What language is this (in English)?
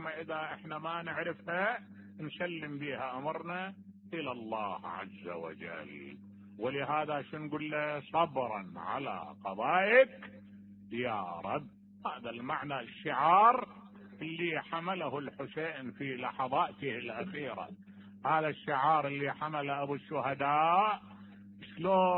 Mesopotamian Arabic